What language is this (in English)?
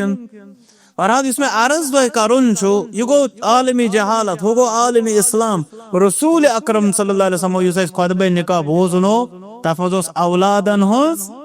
Kashmiri